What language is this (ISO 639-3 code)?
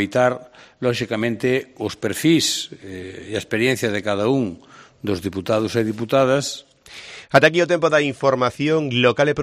glg